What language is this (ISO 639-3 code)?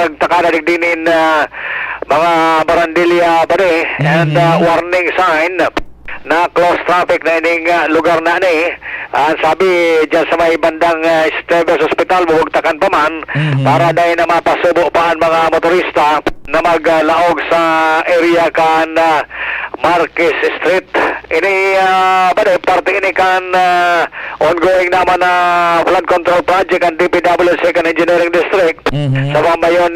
bik